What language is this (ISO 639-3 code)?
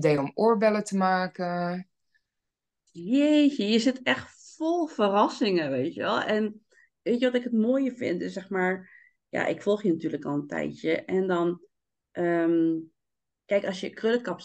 nld